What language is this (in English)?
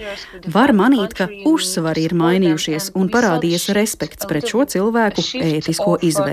Latvian